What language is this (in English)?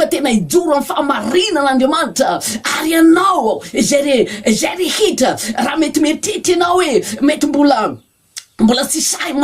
Malagasy